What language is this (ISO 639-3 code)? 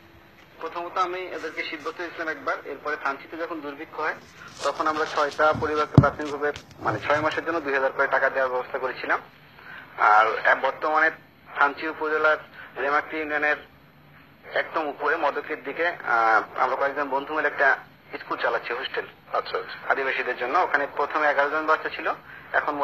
ben